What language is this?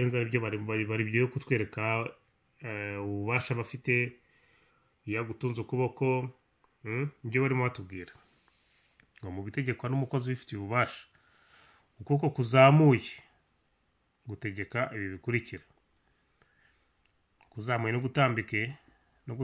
Kinyarwanda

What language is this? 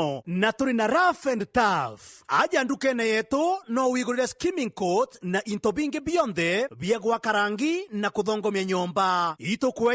Meru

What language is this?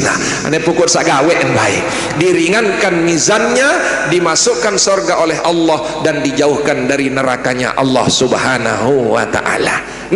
Sasak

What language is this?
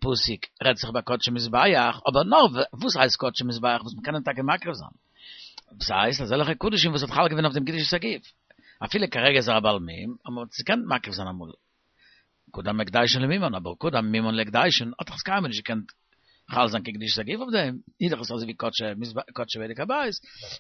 Yiddish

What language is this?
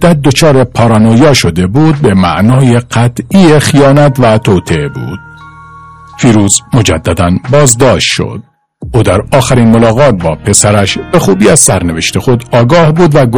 Persian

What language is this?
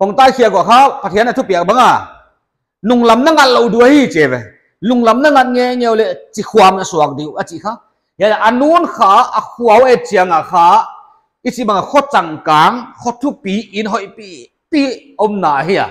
Paite Chin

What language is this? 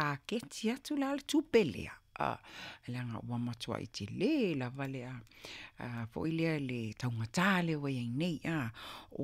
Samoan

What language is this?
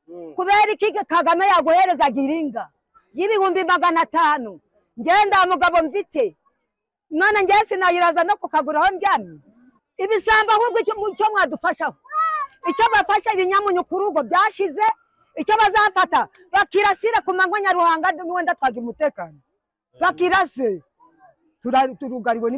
Kinyarwanda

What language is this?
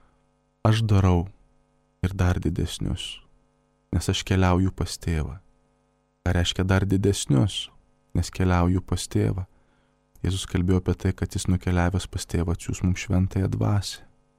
Lithuanian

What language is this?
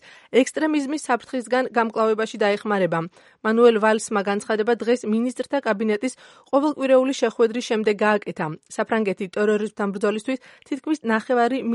Georgian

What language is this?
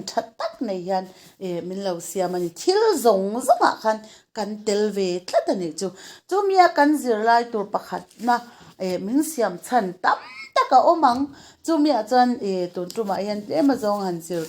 Mizo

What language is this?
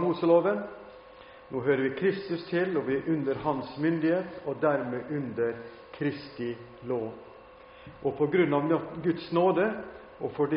Norwegian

